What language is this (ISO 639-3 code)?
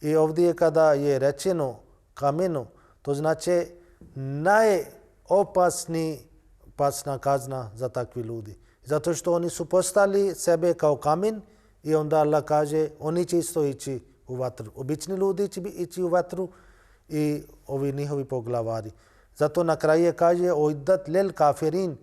bos